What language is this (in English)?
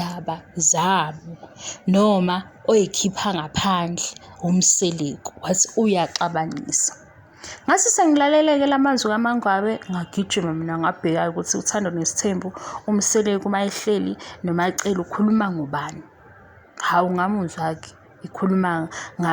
Zulu